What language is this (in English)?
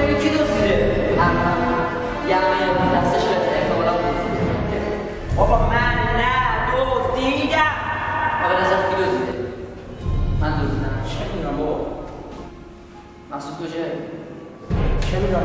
Persian